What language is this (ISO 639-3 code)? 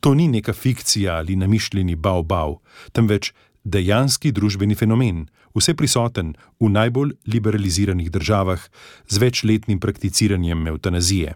slv